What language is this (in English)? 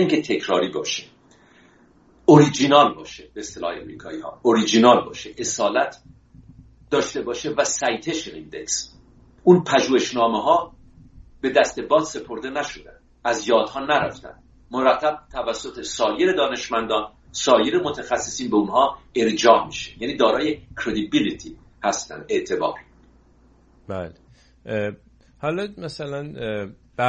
Persian